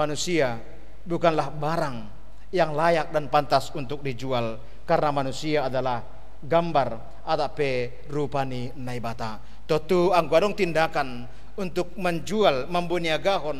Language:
Batak Simalungun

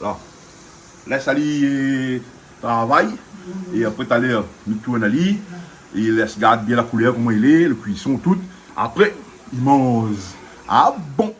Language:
Réunion Creole French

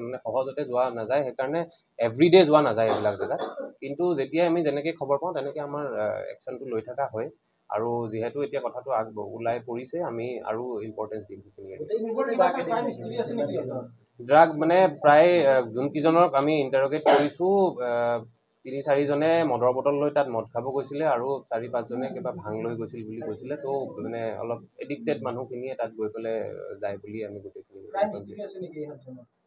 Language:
Assamese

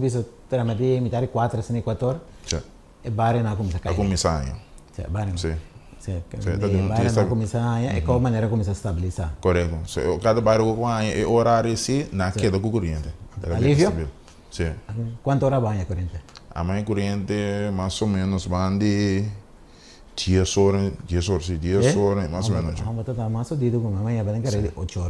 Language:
Papiamento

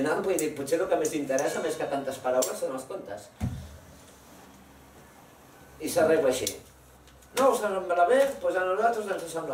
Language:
Catalan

